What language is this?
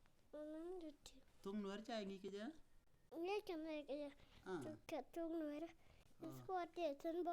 Nuer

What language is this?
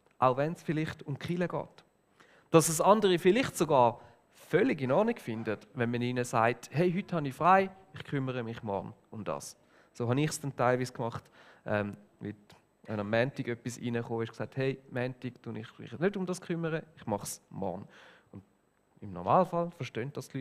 Swiss German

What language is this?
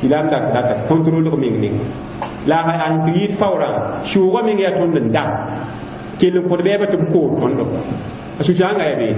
Mossi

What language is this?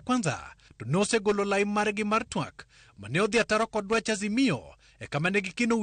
Luo (Kenya and Tanzania)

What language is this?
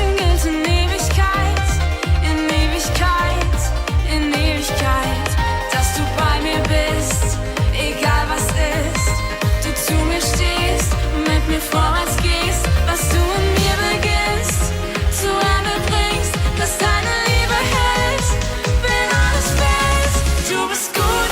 Swiss German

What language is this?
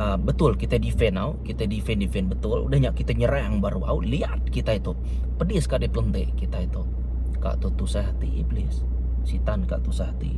Iban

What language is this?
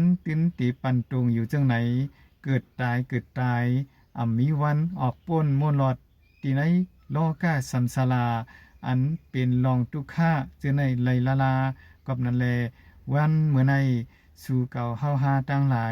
Shan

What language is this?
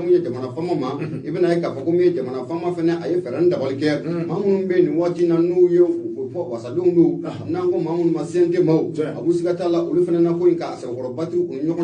Bambara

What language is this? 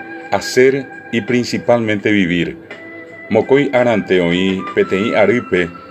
Guarani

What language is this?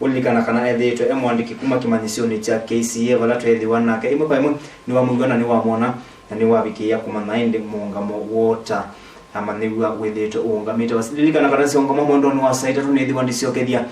Kamba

